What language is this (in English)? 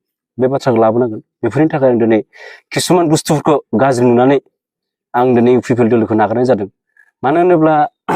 Bodo